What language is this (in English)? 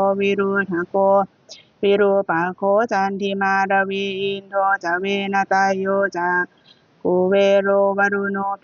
Pali